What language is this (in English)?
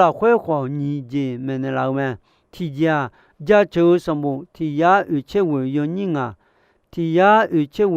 Akha